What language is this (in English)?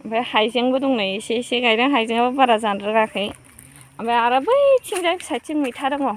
Bodo